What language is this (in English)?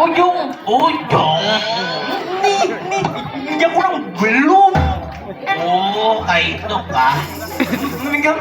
Banjar